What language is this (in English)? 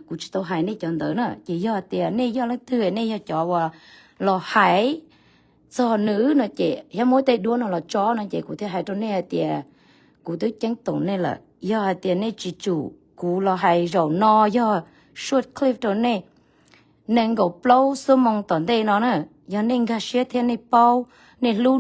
Hmong